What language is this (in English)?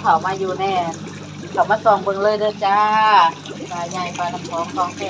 Lao